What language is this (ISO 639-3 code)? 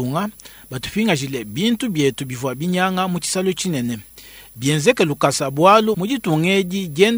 lua